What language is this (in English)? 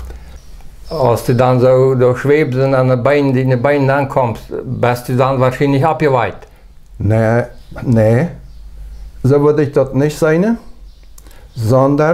Plautdietsch